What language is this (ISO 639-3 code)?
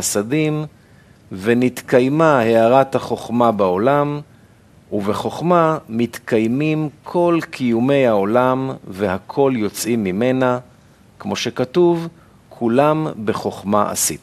heb